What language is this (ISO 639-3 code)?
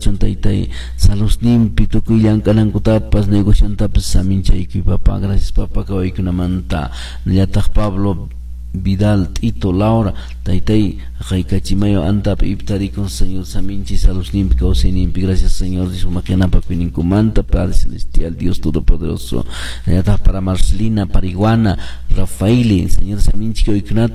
que